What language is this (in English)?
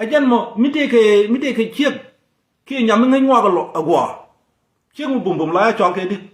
Nuer